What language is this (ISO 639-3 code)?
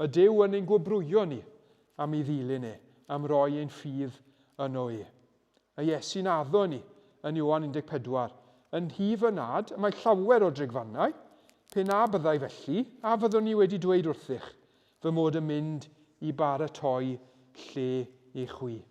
cym